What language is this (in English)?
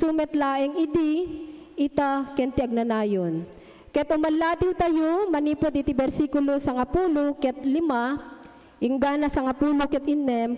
Iloko